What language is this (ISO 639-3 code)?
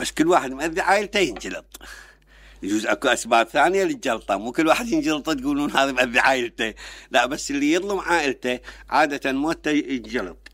acm